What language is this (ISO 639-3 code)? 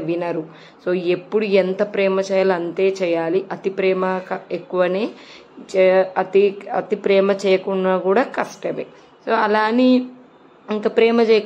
tel